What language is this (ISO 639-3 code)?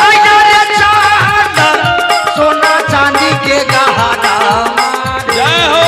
mai